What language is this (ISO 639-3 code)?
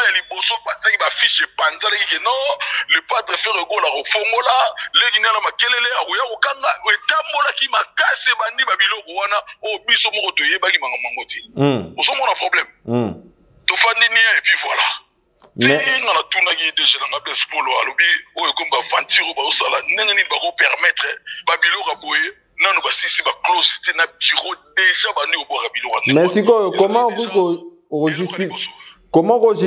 lin